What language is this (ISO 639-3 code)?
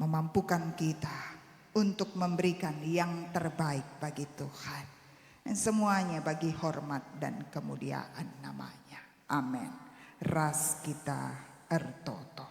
btx